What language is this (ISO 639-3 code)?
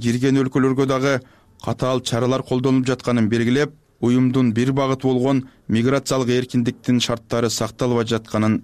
kir